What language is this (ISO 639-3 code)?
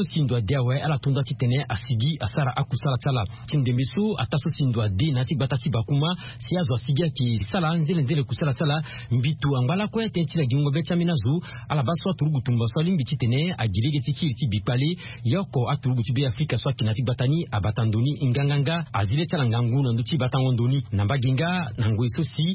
sag